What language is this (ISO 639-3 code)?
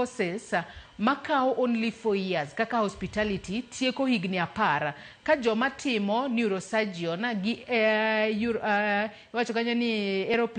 luo